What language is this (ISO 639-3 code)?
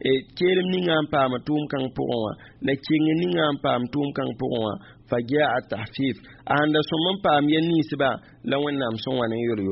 mos